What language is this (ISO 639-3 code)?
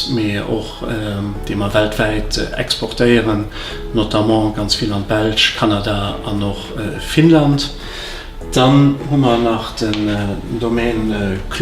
ltz